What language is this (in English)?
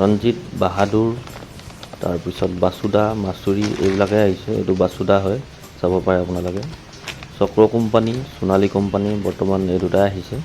Assamese